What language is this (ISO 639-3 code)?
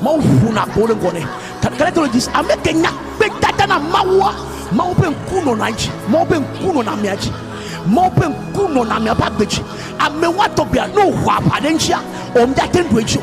ewe